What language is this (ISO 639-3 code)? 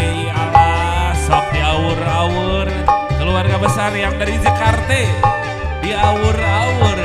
sun